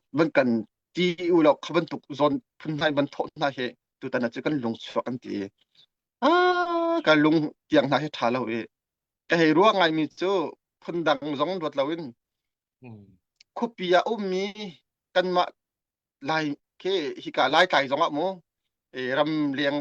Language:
Hakha Chin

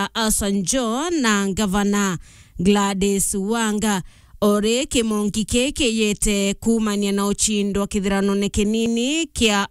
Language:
Meru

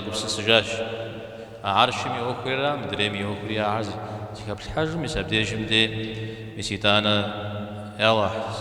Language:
Kabardian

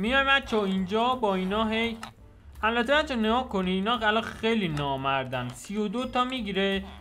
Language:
Persian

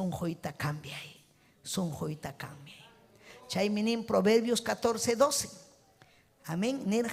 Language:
Ayacucho Quechua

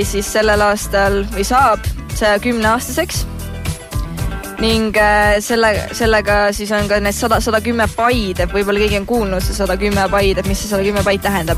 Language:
Estonian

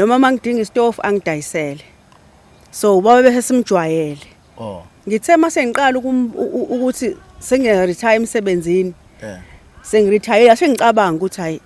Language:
Zulu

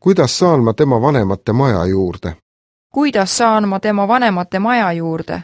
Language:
Estonian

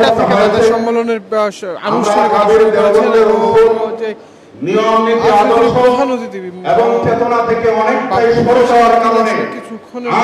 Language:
Bangla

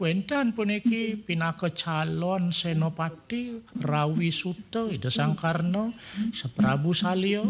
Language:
Balinese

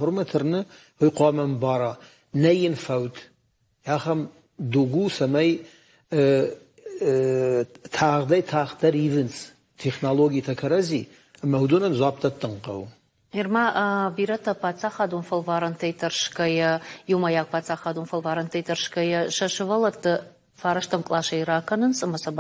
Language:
Ossetic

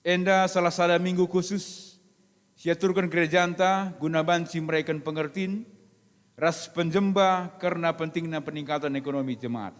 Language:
Batak Karo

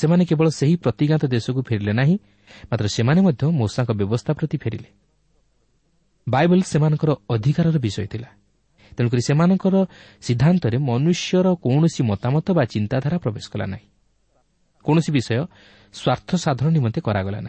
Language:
Odia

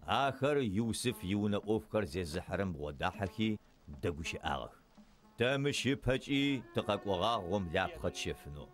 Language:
Adyghe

